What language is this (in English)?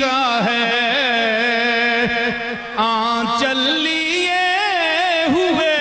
Saraiki